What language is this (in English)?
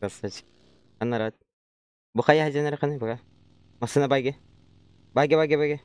Yakut